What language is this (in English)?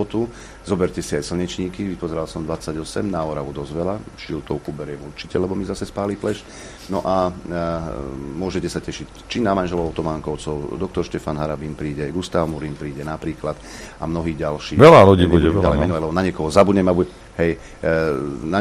Slovak